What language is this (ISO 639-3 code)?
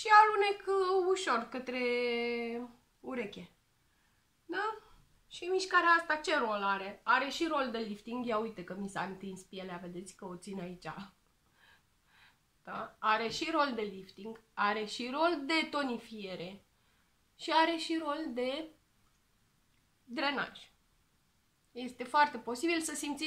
ron